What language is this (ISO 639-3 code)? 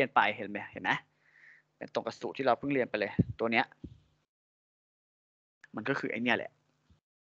tha